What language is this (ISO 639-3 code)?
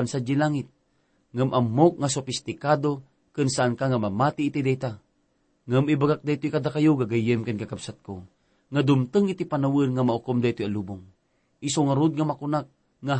ilo